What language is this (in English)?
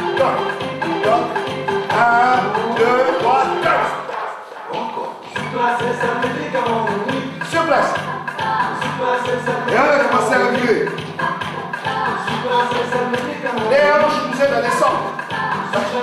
French